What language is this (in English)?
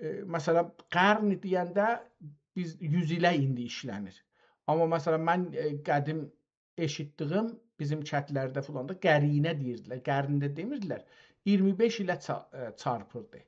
South Azerbaijani